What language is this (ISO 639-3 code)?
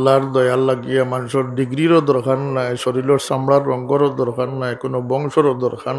syl